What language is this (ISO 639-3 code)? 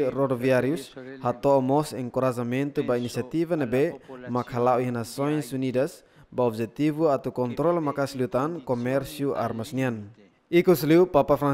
tet